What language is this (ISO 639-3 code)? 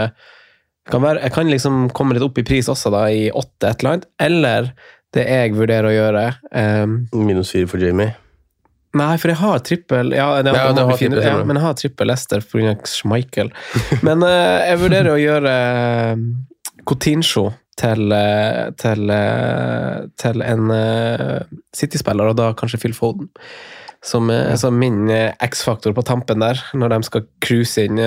nor